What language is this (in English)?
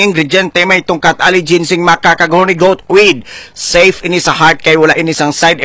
Hiligaynon